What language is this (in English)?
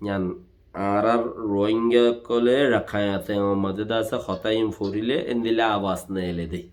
Rohingya